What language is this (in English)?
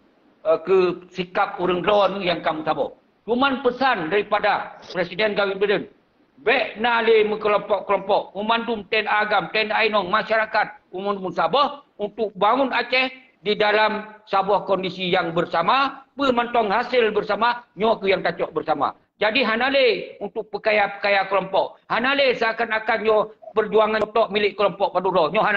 Achinese